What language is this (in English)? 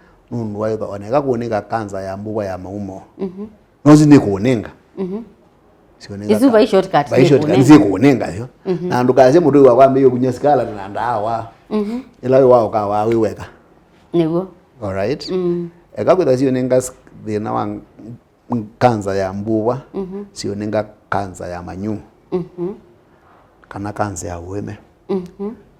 Kamba